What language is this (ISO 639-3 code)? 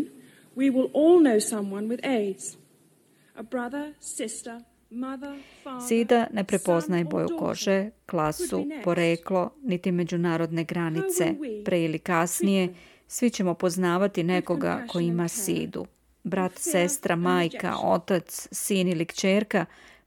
srp